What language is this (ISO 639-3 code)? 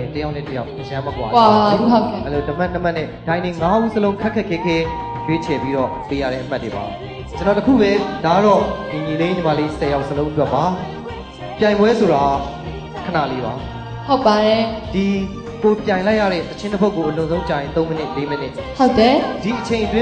mya